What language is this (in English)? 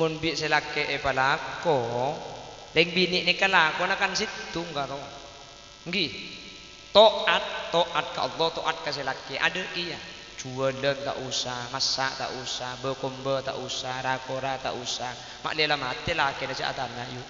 Madurese